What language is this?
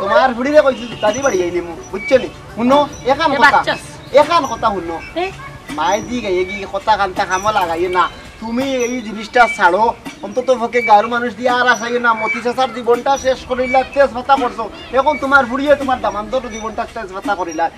Sylheti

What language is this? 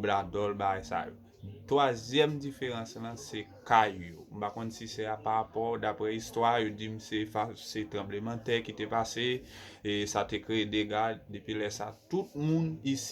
Haitian Creole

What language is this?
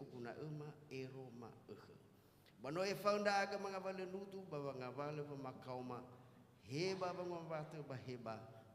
Nias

